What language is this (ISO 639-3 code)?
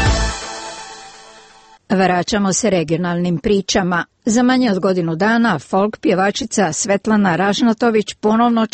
hrv